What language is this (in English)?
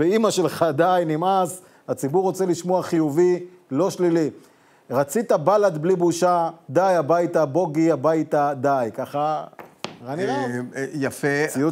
Hebrew